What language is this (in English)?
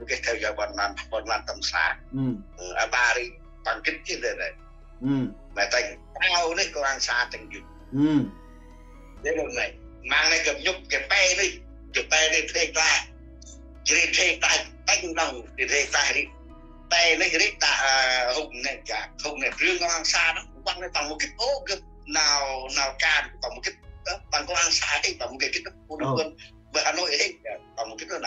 Central Mnong